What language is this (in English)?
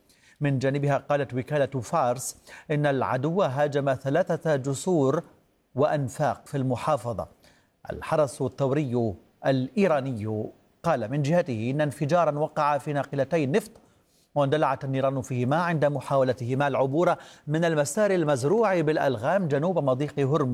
Arabic